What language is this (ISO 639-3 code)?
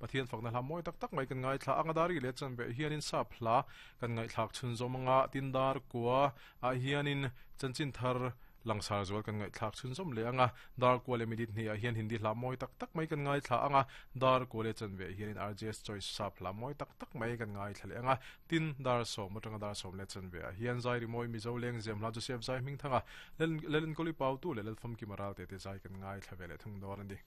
lus